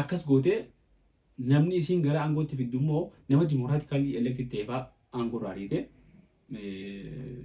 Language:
Oromo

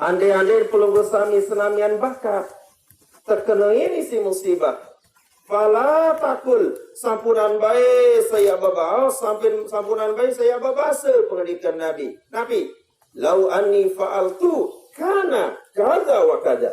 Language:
Sasak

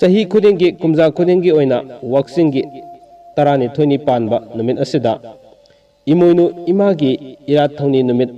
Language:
Manipuri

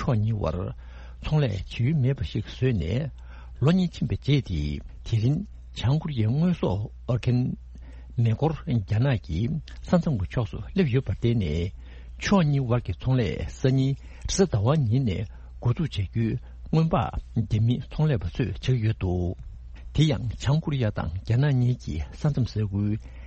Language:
Tibetan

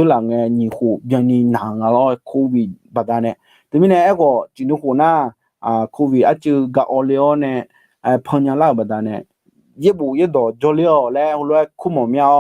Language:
Akha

